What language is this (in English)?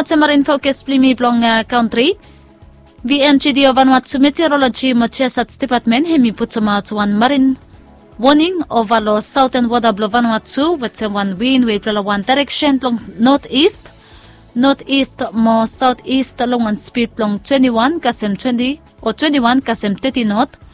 Bislama